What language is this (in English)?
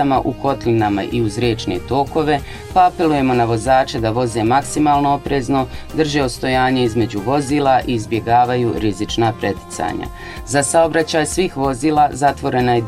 Bosnian